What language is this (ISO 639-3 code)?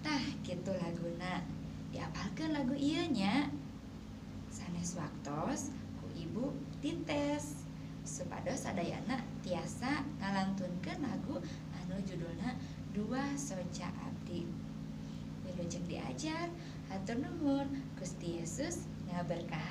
sun